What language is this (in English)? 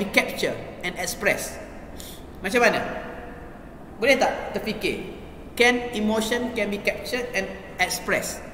Malay